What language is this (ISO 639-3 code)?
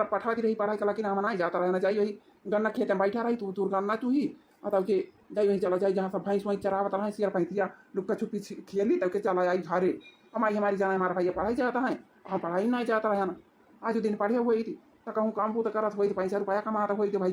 awa